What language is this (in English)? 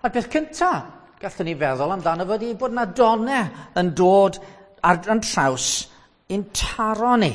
Welsh